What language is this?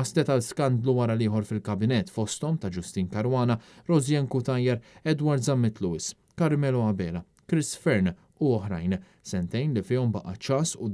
Maltese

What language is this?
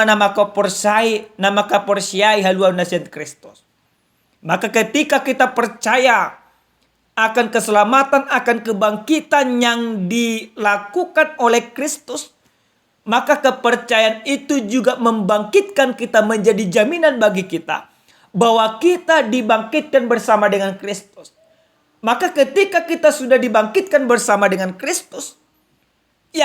Batak Toba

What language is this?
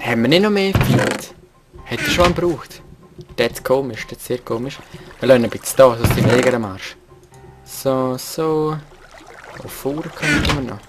Swiss German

